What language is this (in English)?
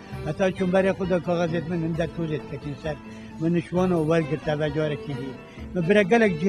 Kurdish